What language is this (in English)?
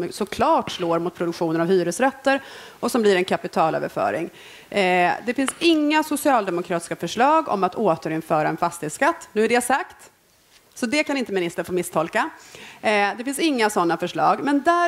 Swedish